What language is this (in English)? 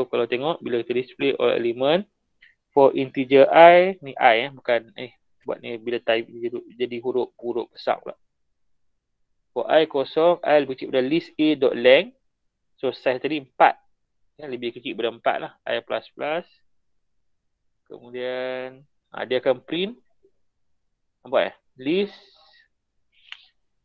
Malay